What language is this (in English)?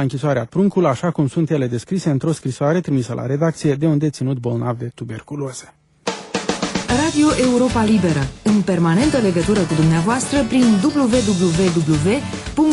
Romanian